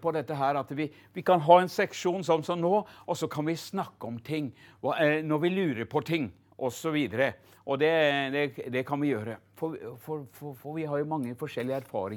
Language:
Norwegian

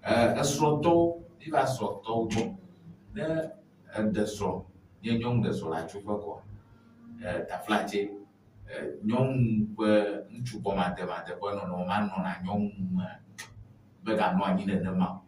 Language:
Ewe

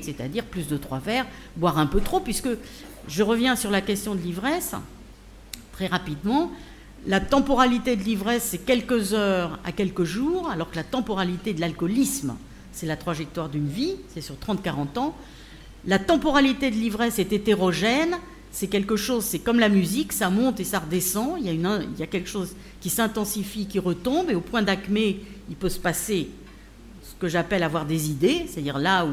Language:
French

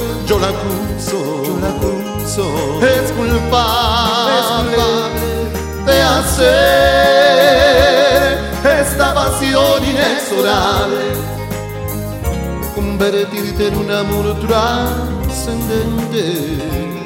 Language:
Spanish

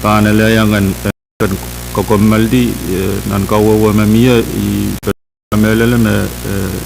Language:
Pohnpeian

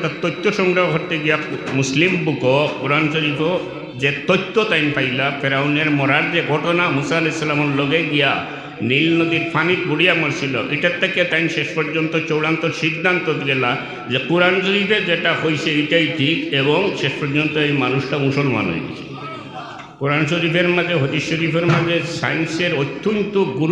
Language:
Sylheti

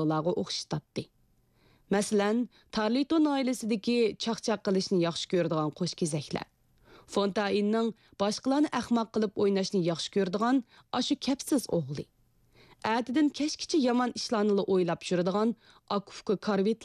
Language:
Uyghur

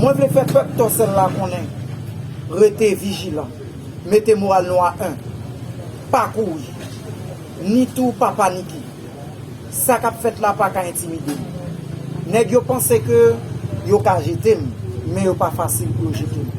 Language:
Haitian Creole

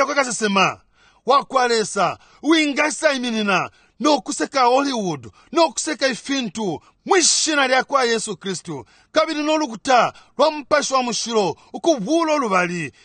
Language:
Bemba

